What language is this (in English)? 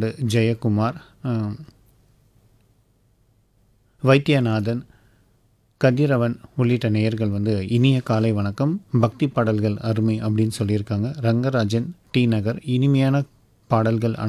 Tamil